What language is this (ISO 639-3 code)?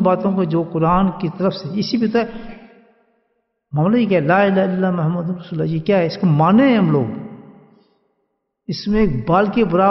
urd